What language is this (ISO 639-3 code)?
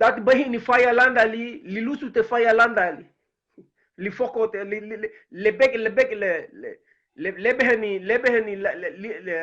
cab